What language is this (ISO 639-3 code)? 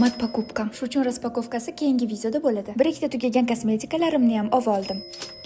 uzb